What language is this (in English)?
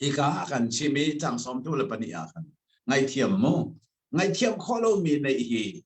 Hakha Chin